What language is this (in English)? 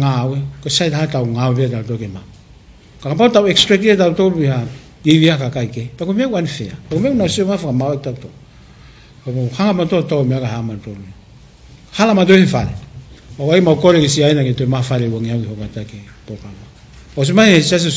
Tongan